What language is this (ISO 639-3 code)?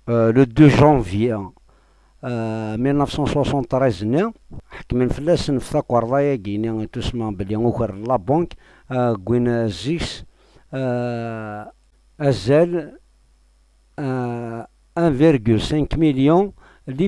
kab